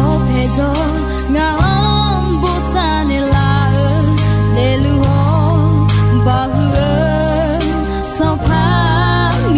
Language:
Akha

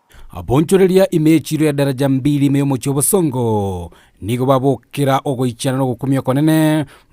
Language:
Gusii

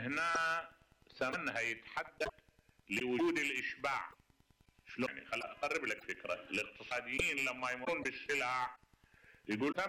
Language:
Mesopotamian Arabic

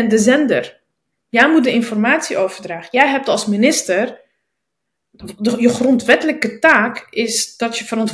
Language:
Dutch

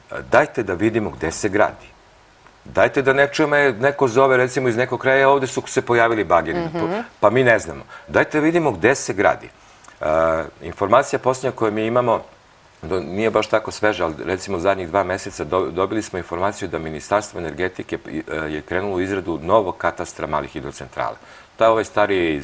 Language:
Serbian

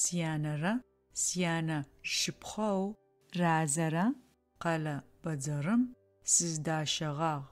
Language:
Adyghe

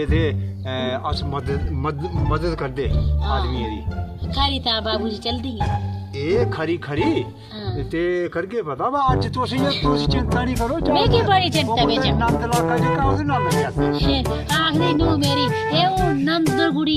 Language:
Dogri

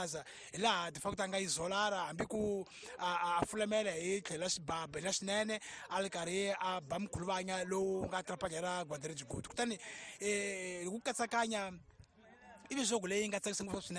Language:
Tsonga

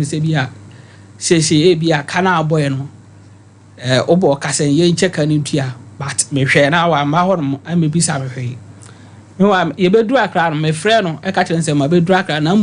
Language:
Akan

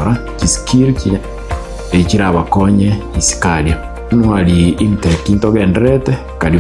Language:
Gusii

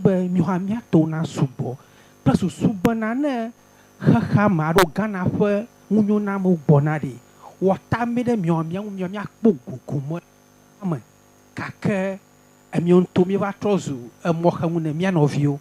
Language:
Ewe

